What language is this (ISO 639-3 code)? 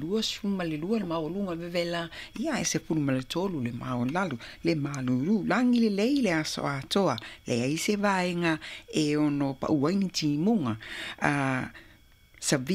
smo